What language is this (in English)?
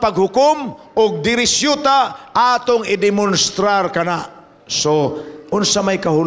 Cebuano